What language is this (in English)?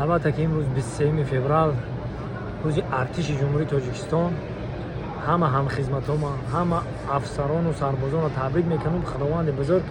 Tajik